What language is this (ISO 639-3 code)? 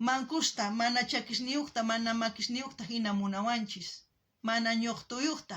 quh